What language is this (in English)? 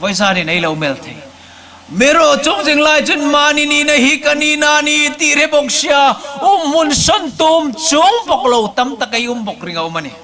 Hmar